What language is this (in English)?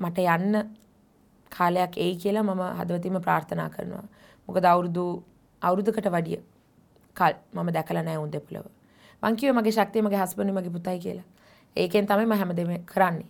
Sinhala